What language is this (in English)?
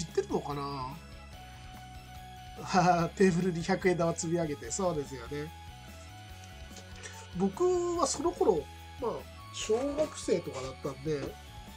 Japanese